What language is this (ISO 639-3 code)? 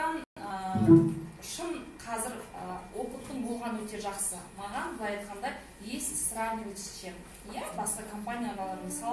kaz